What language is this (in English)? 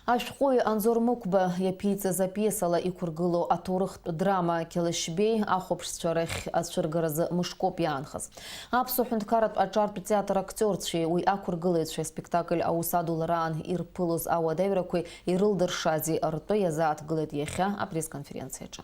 Abkhazian